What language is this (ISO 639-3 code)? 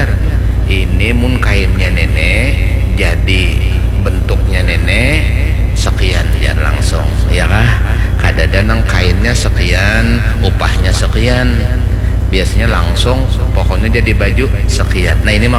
bjn